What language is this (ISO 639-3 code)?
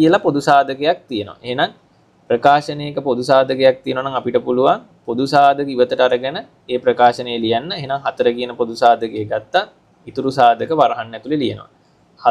sin